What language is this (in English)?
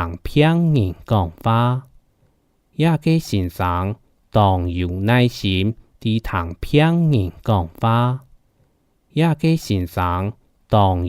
Hakka Chinese